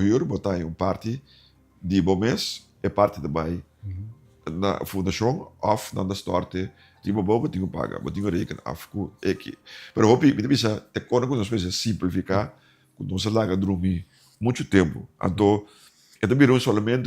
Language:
Papiamento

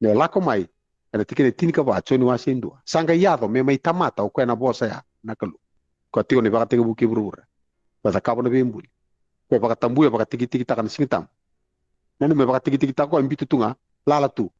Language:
Fijian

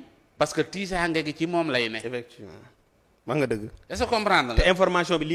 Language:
Wolof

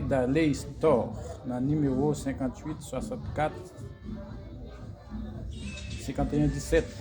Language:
Haitian Creole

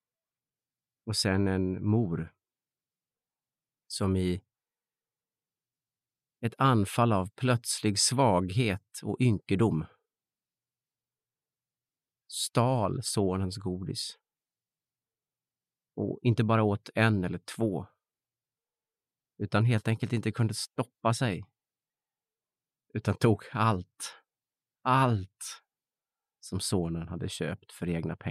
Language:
Swedish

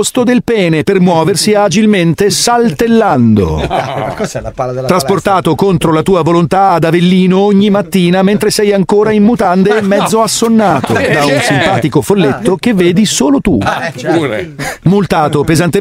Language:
Italian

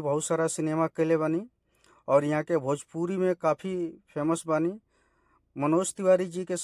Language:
Bhojpuri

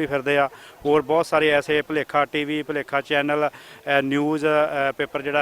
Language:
Western Panjabi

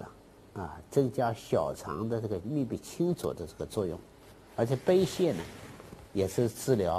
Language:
Chinese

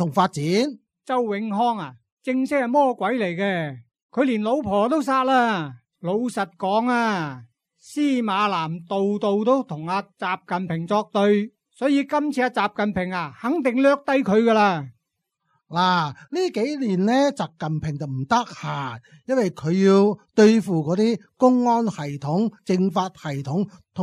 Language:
Cantonese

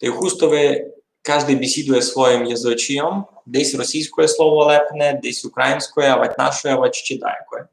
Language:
Rusyn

